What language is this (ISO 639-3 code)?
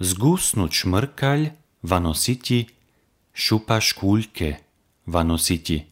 hrv